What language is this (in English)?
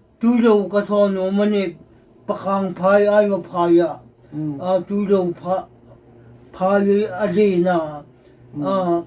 Hmar